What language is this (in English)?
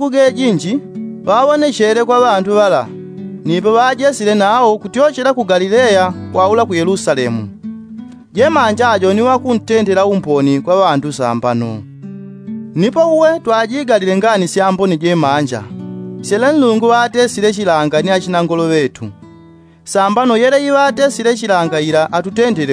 Yao